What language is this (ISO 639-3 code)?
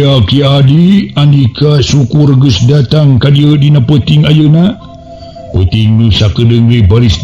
sun